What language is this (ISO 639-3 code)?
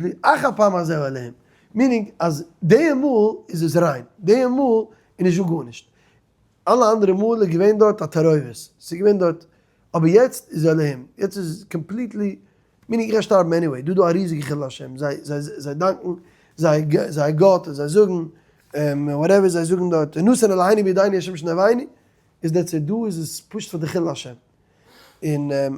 yid